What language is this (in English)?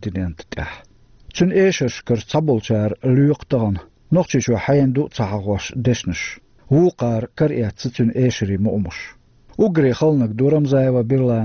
Chechen